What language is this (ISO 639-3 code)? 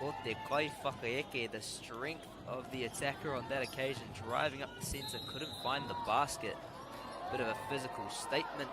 mri